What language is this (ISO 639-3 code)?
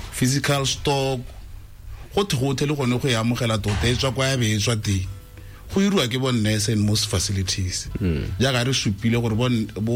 tsn